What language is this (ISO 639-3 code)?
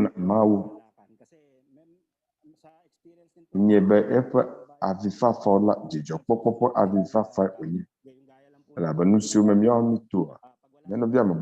ewe